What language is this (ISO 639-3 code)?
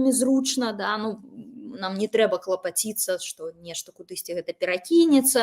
bel